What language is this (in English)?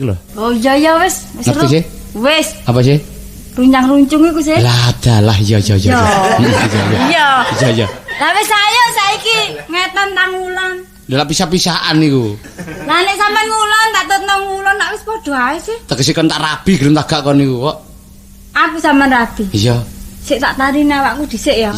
Javanese